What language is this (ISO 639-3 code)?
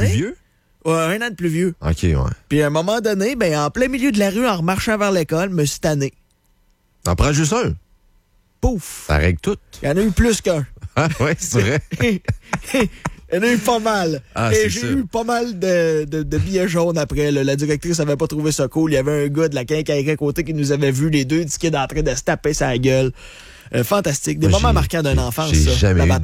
fra